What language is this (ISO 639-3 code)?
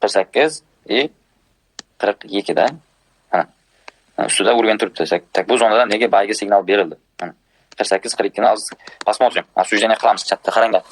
uzb